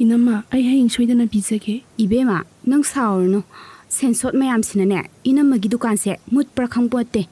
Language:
Manipuri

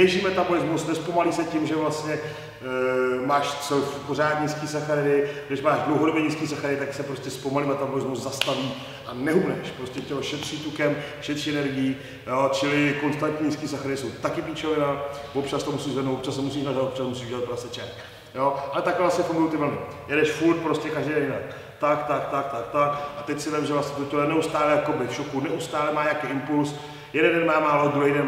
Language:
Czech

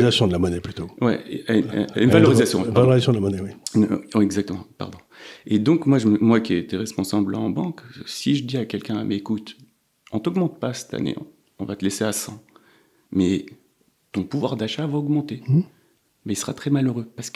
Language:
French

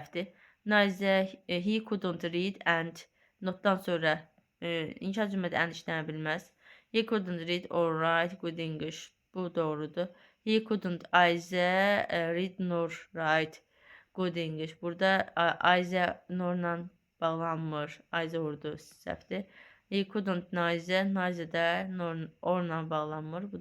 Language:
Azerbaijani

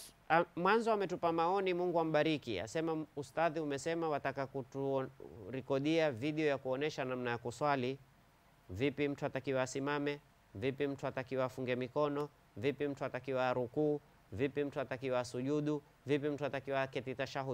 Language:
Swahili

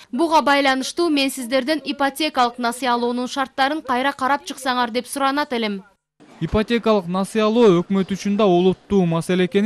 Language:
Kyrgyz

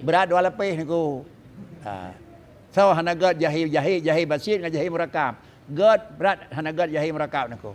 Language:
Achinese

